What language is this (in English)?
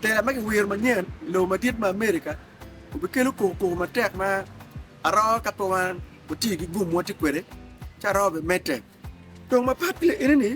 Acoli